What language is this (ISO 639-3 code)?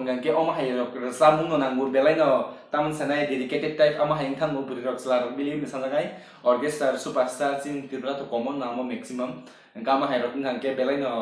trp